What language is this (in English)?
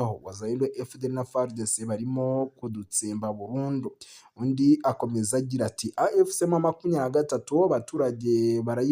Kinyarwanda